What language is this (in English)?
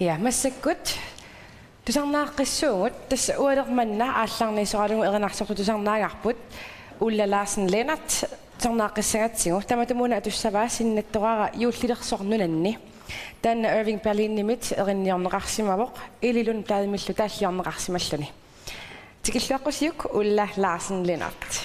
Kalaallisut